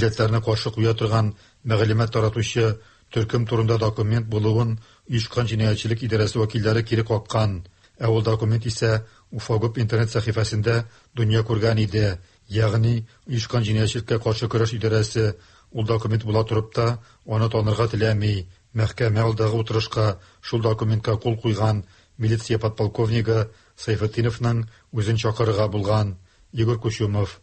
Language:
Tatar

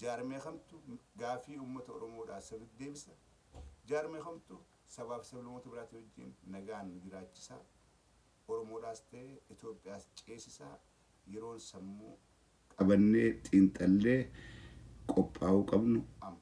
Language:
Oromo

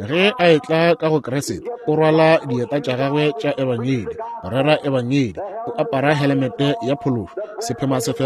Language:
Northern Sotho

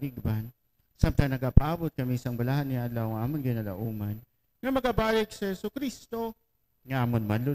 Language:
Hiligaynon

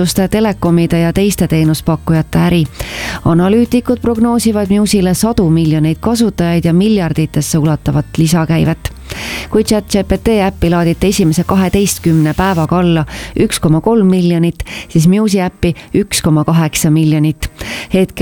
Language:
Estonian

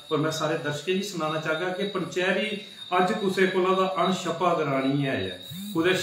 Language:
Dogri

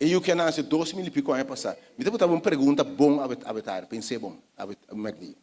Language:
Papiamento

